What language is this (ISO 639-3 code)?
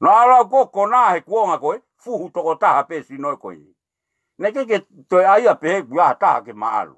ton